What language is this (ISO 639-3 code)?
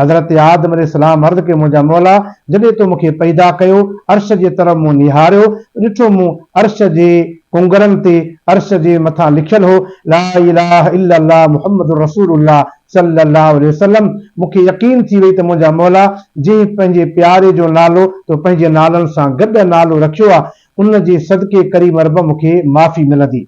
snd